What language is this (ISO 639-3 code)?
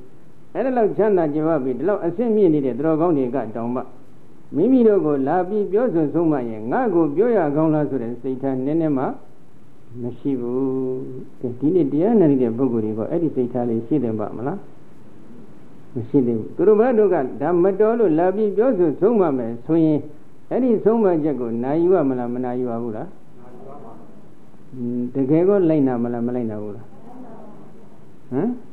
mya